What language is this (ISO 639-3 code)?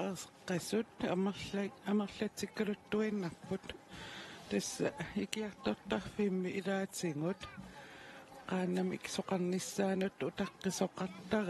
kal